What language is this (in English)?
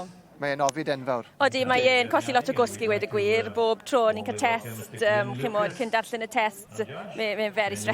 Welsh